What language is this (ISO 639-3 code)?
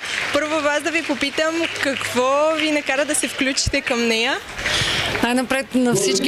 bul